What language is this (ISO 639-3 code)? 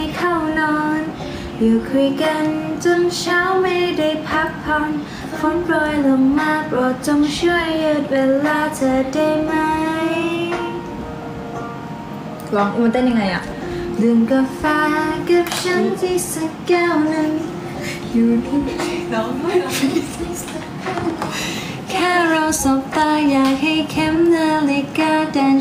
tha